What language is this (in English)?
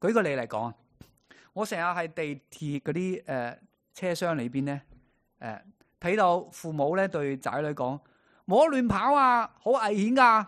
Cantonese